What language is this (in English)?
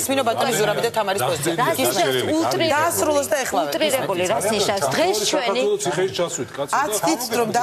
Georgian